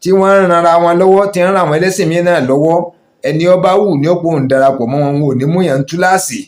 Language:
Yoruba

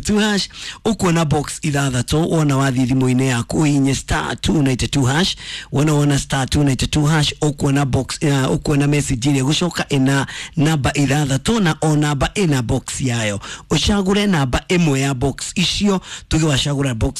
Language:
Kikuyu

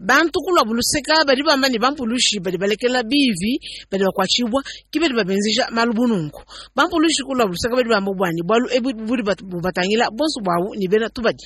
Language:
Luba-Lulua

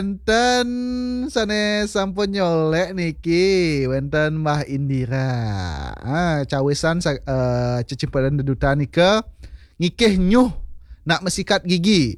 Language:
Balinese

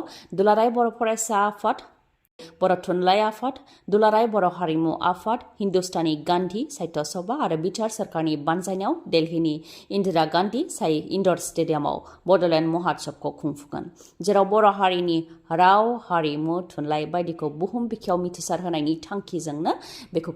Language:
Bodo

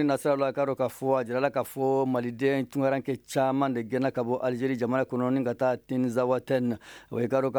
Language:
Bambara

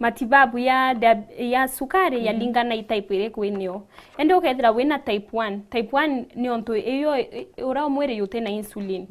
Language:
Meru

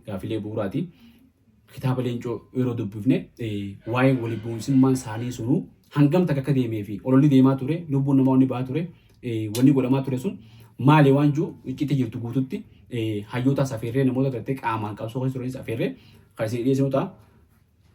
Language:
Oromo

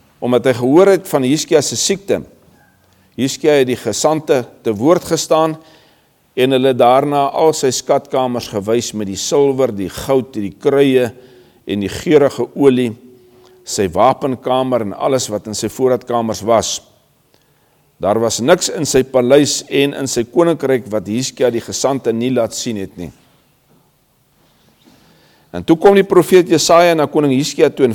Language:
Afrikaans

